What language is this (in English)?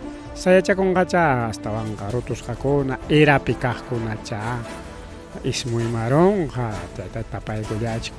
Ayacucho Quechua